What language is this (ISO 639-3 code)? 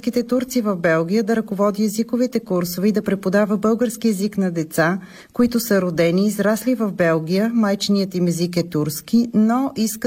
bul